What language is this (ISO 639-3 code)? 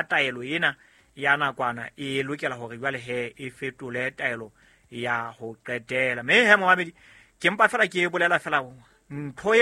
sot